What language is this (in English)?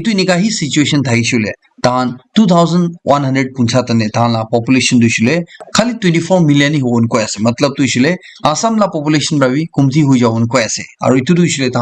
Naga Pidgin